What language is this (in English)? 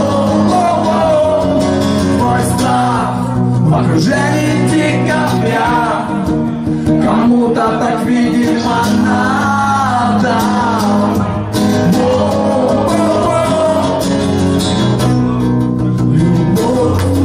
Russian